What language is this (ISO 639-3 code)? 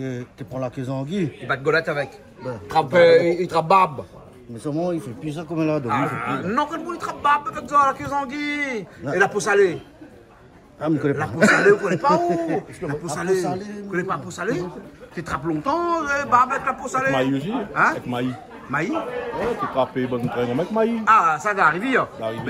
rcf